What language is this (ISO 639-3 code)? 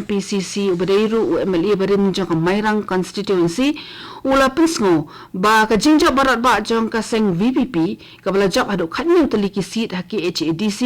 kha